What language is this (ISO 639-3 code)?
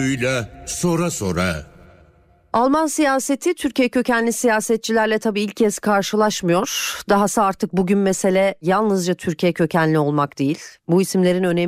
tur